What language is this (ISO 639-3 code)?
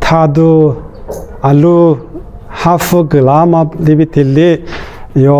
lis